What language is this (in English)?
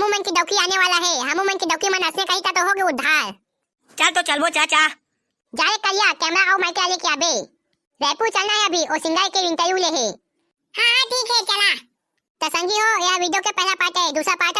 Chhattisgarhi